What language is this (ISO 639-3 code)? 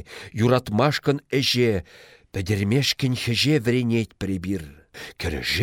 chv